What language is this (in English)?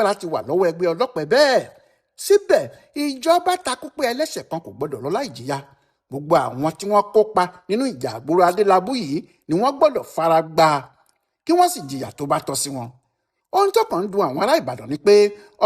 Yoruba